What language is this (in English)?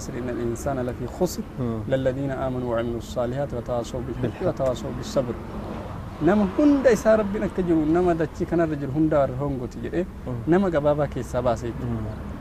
Oromo